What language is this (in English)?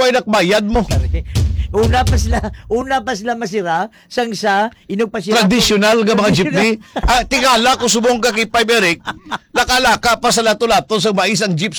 Hiligaynon